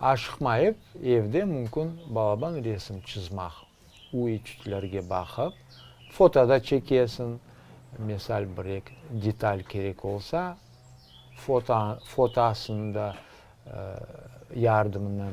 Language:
Crimean Tatar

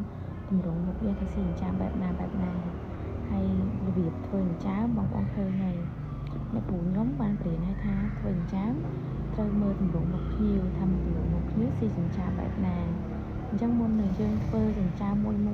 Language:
Khmer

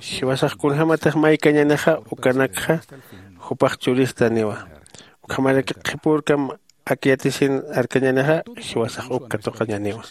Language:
Aymara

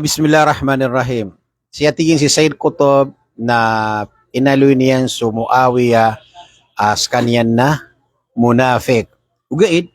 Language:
Maranao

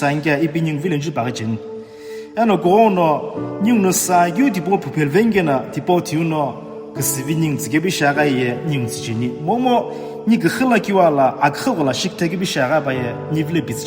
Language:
Sumi Naga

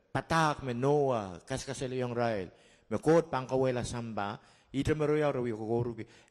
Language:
Pohnpeian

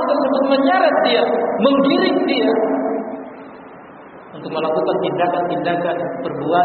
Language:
Indonesian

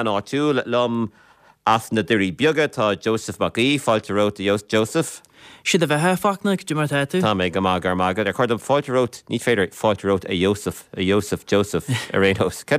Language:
Irish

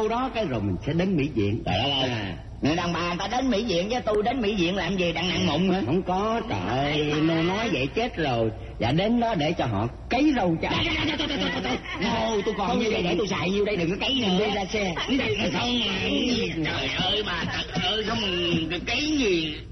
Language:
Vietnamese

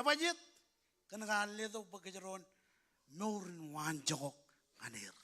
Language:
Marshallese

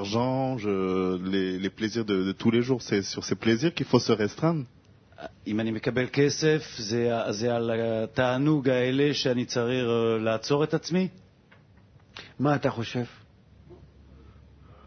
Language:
Hebrew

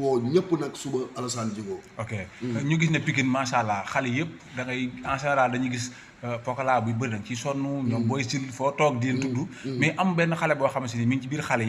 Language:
Wolof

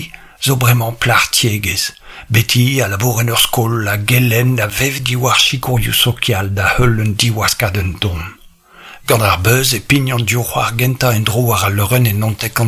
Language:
Breton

